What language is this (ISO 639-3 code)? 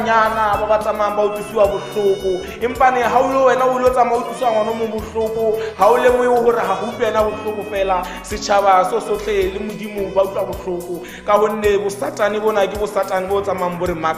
tsn